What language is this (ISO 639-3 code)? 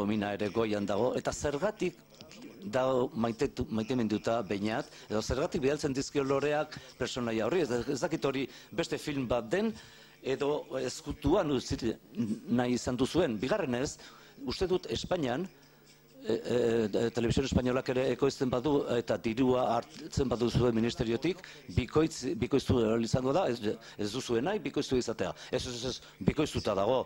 eus